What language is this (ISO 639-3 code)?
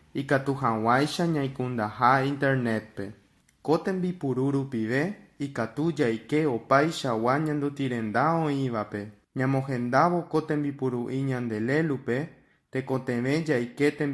grn